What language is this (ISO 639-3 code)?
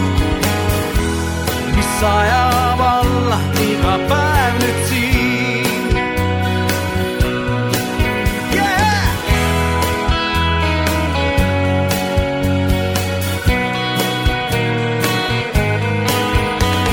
est